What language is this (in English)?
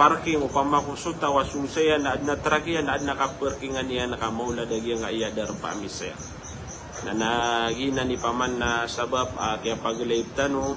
Maranao